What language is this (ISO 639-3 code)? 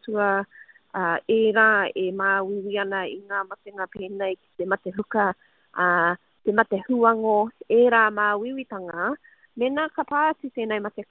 mri